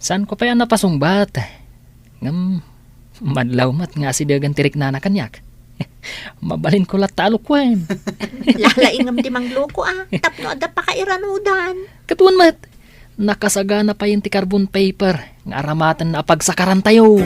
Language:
Iloko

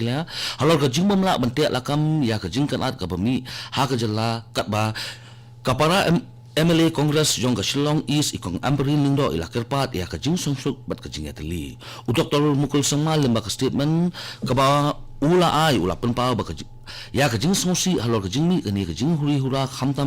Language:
Khasi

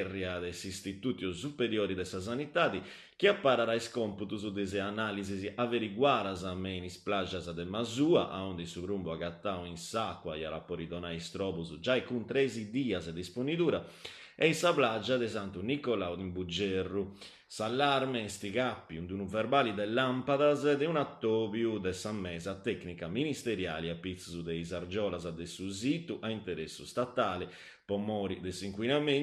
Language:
Sardinian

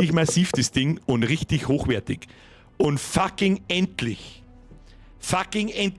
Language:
Bavarian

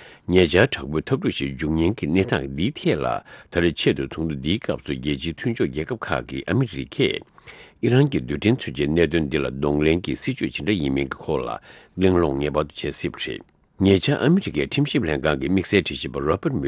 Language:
Tibetan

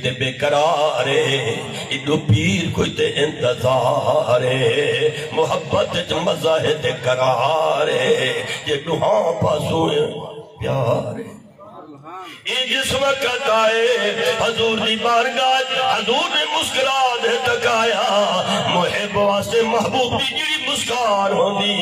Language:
Saraiki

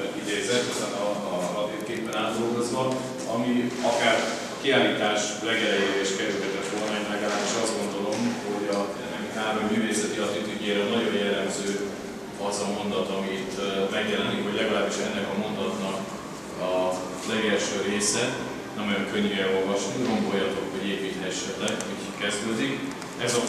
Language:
Hungarian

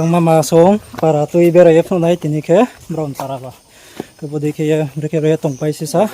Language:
Riang (India)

